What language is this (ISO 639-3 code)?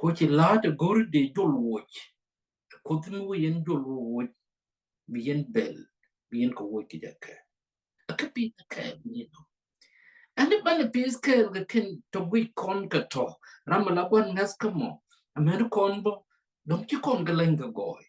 nus